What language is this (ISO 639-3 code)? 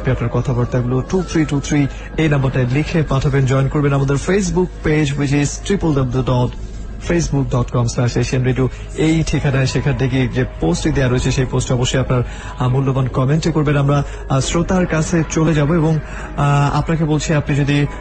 ben